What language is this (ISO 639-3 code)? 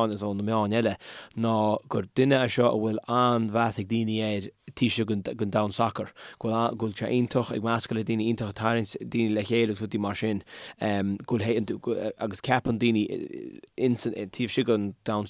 gle